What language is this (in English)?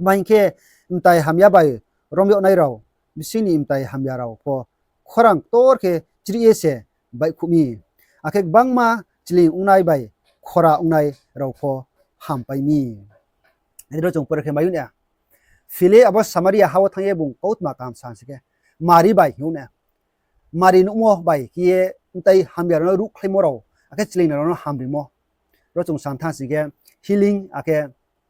Riang (India)